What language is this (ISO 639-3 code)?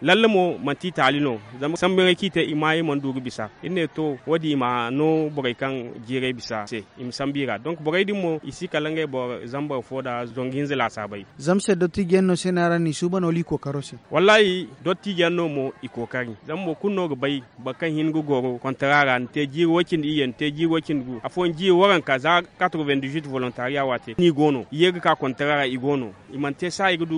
dje